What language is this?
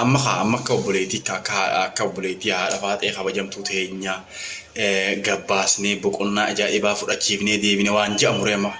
Oromo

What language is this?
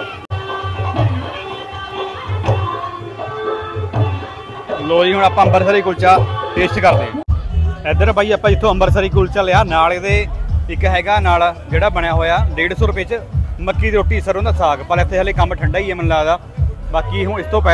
Punjabi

